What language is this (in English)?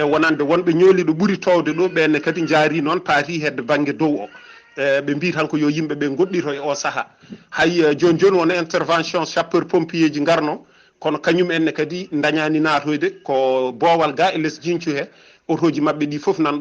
Fula